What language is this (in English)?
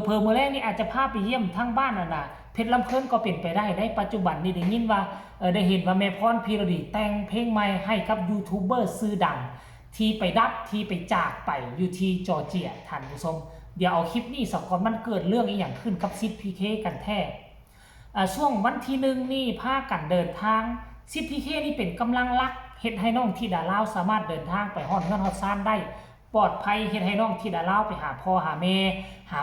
Northeastern Thai